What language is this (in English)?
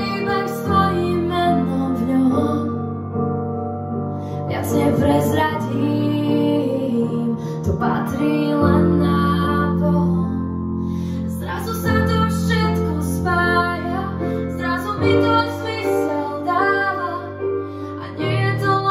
Slovak